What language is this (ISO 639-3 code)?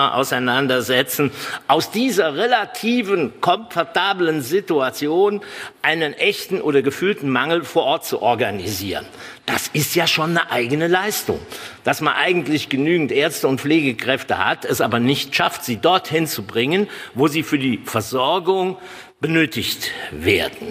deu